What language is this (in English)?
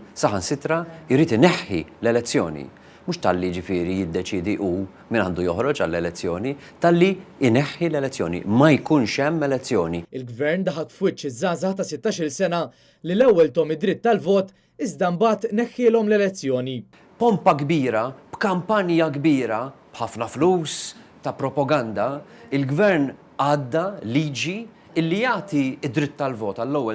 Maltese